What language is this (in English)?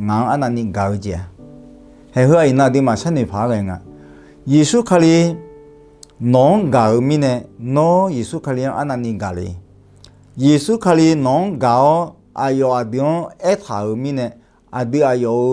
Akha